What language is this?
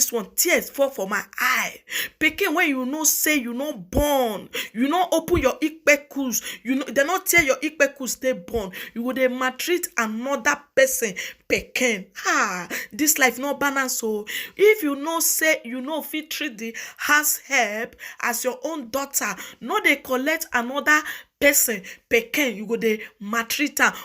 Nigerian Pidgin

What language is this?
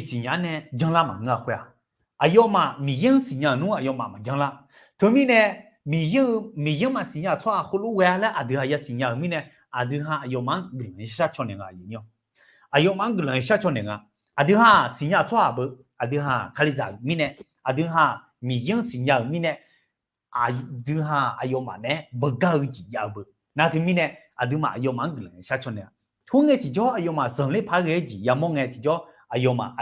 Akha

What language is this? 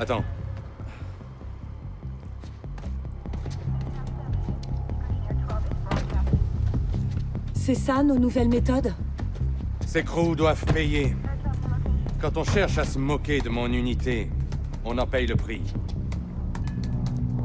French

